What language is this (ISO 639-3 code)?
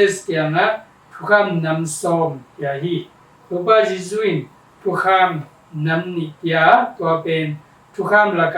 ctd